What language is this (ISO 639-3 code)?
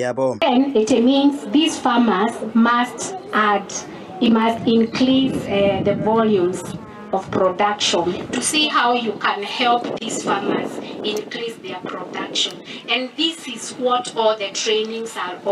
guz